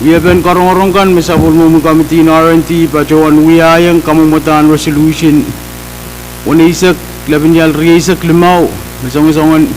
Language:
Pohnpeian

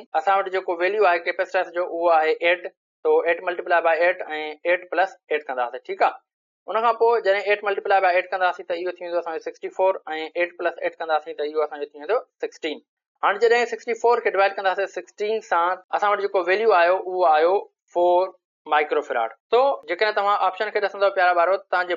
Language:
Sindhi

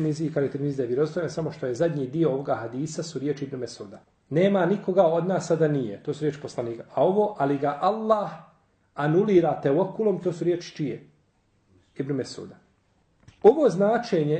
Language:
Bosnian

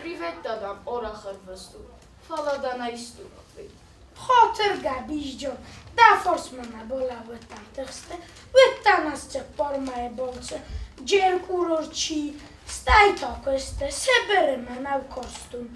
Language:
Ossetic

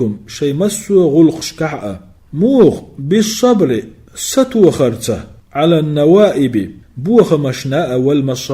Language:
Chechen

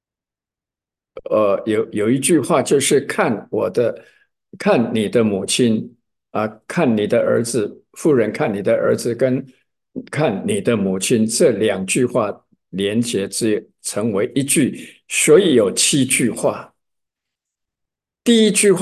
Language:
Chinese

